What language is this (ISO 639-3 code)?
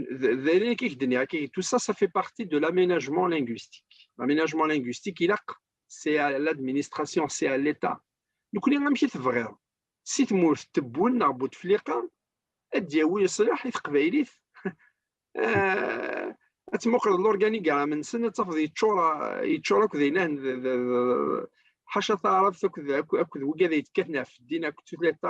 kab